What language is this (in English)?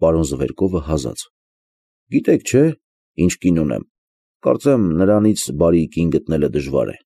Armenian